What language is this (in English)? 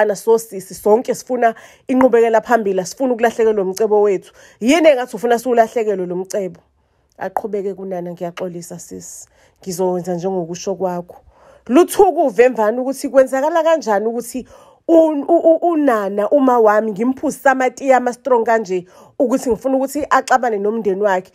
Zulu